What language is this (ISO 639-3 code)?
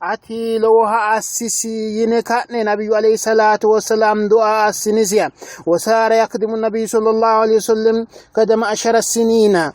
sid